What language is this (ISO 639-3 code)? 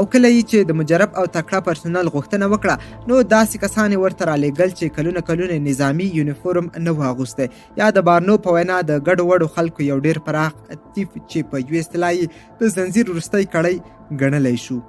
pus